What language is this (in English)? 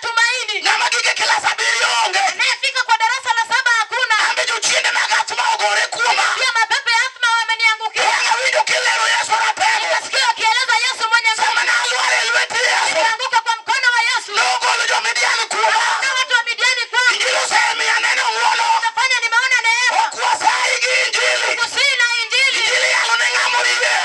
Luo (Kenya and Tanzania)